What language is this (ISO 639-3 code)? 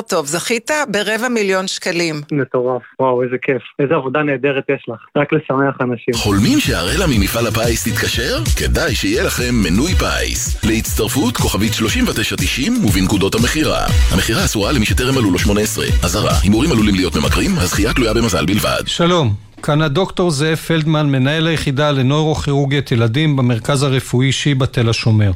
heb